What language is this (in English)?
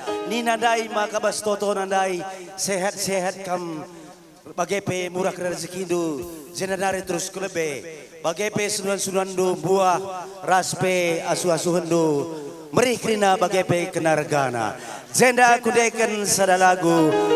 Batak Karo